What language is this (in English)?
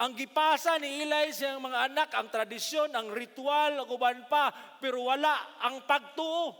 Cebuano